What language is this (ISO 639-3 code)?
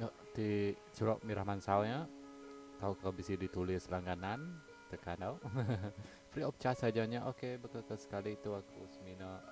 iba